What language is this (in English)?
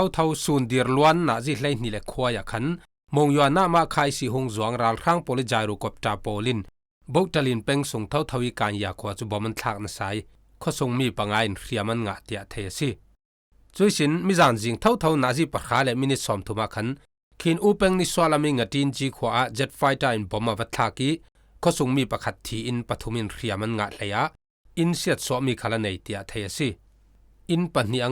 Falam Chin